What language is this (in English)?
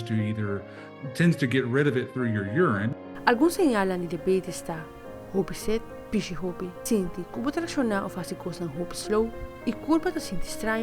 Papiamento